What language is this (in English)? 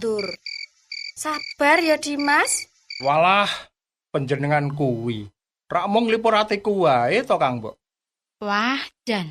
Javanese